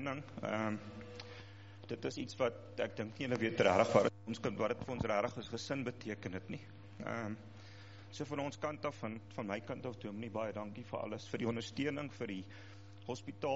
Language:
Afrikaans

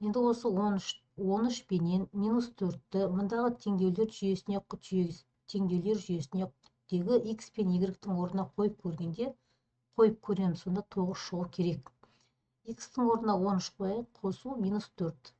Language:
Kazakh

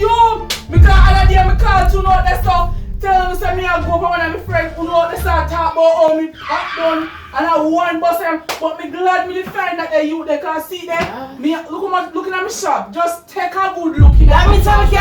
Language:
Jamaican Creole English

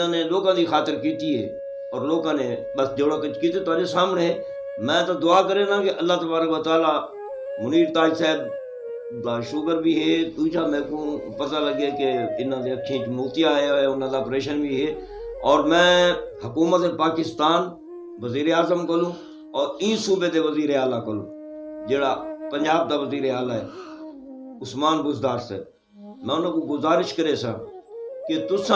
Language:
Western Panjabi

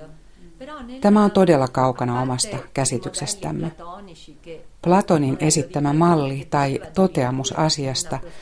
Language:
Finnish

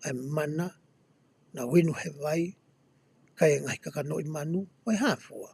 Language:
Tongan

